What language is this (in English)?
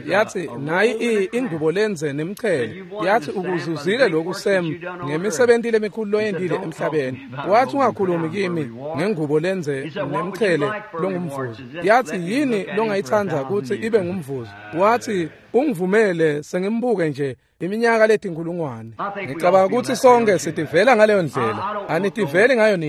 Swati